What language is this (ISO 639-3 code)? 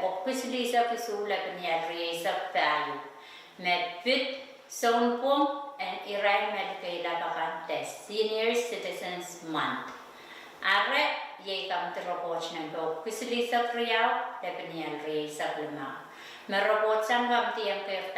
pon